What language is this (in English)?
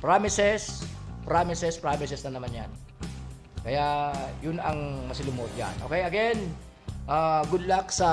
Bikol